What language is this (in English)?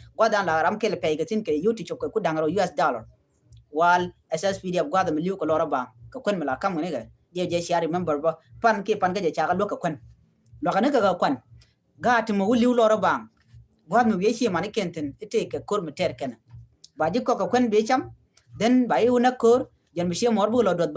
Nuer